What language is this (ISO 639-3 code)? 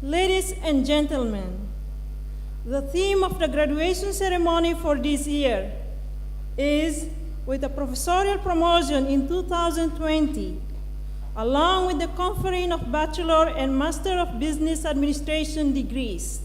tet